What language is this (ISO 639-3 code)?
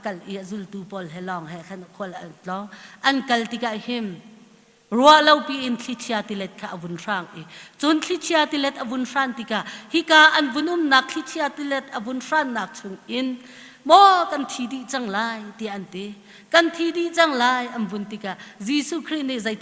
cnh